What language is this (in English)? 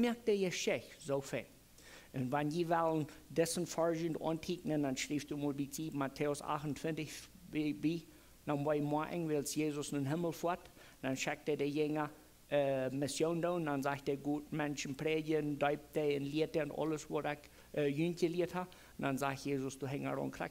Plautdietsch